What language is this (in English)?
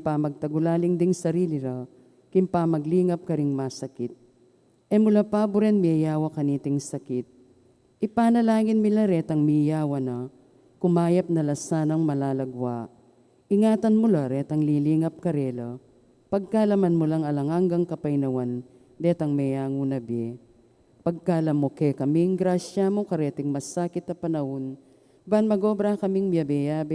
Pampanga